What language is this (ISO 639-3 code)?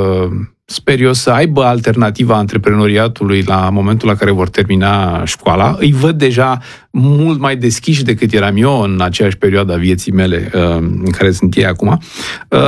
ron